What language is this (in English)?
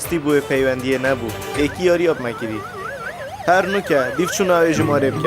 Kurdish